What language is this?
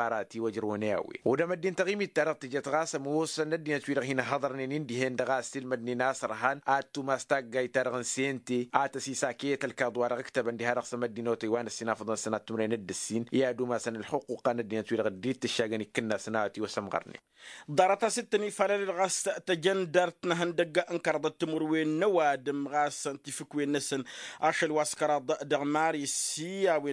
Tamasheq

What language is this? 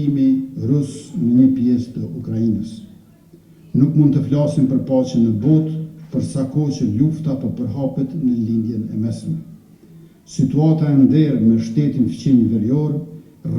Albanian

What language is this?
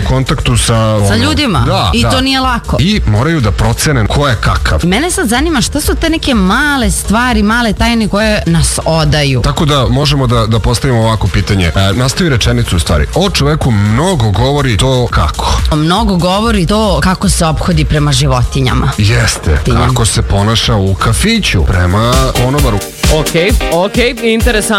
Serbian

